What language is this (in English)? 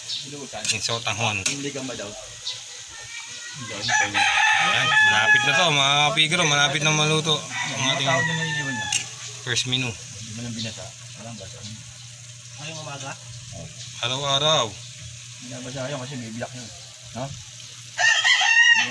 Filipino